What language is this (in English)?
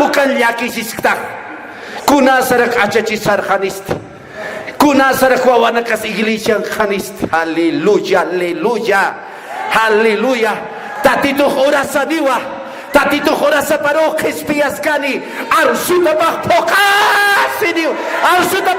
Aymara